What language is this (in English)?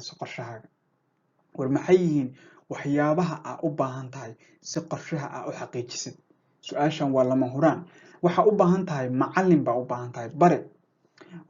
Somali